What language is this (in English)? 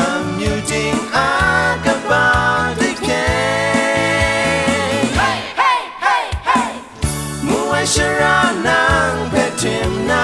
Kachin